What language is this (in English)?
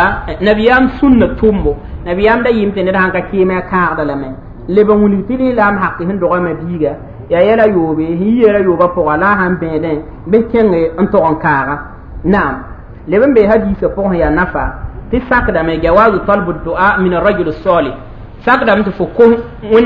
Mossi